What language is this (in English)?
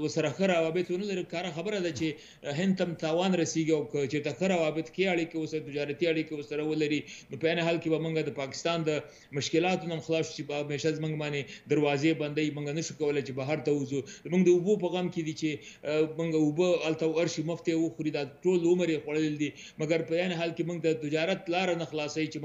Pashto